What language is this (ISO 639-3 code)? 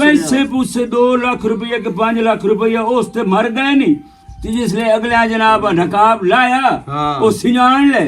lah